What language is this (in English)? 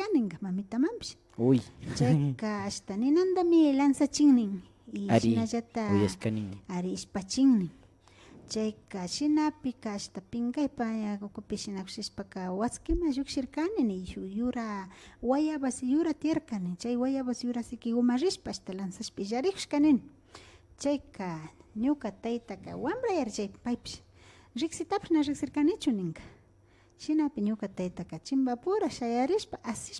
Imbabura Highland Quichua